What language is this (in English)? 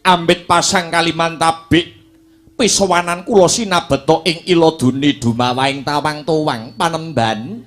Javanese